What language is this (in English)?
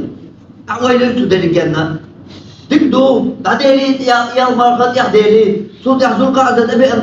Chechen